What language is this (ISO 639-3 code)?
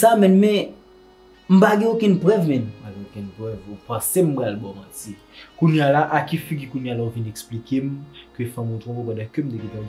hat